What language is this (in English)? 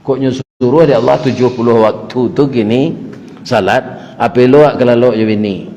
Minangkabau